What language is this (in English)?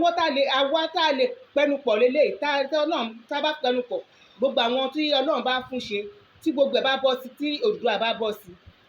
Yoruba